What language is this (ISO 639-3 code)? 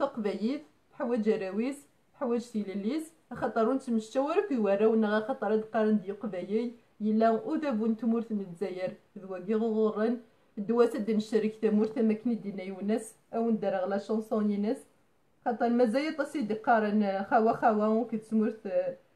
kab